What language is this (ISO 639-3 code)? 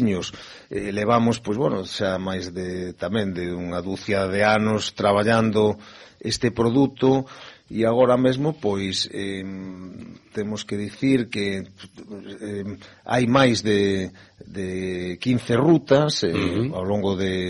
glg